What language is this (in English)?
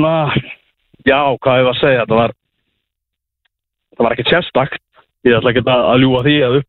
Icelandic